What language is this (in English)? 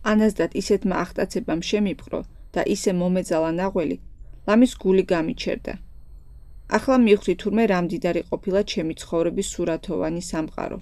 Georgian